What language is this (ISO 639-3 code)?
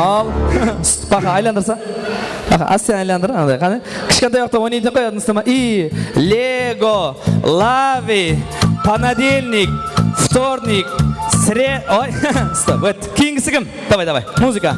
kaa